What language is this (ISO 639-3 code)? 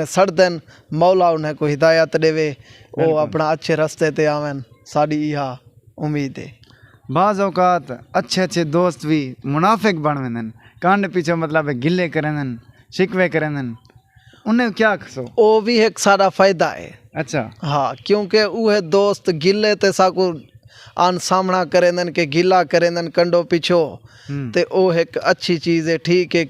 skr